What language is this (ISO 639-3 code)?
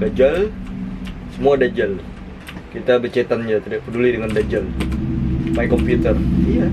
bjn